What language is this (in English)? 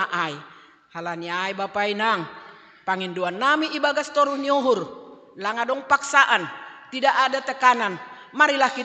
Batak Simalungun